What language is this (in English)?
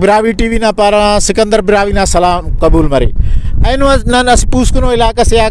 Brahui